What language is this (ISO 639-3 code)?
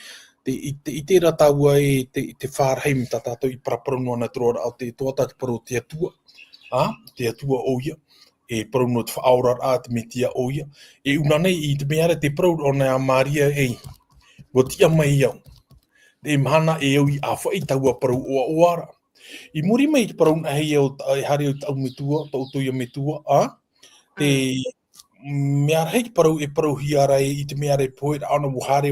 tah